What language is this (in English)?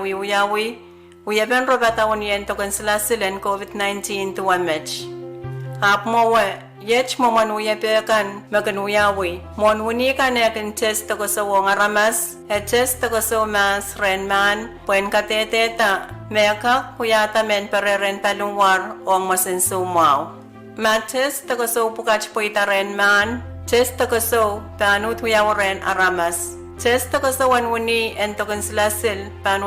Pohnpeian